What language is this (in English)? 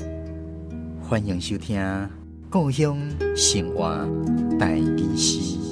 Min Nan Chinese